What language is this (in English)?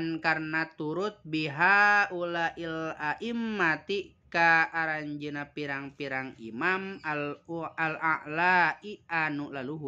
Sundanese